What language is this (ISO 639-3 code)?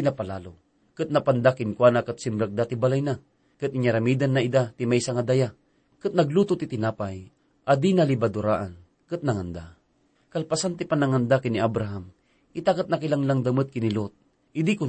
ilo